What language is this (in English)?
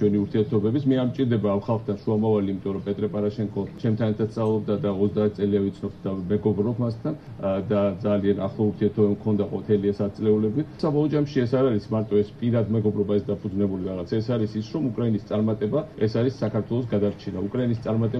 Georgian